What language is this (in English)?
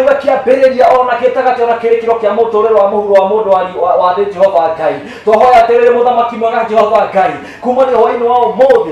Kikuyu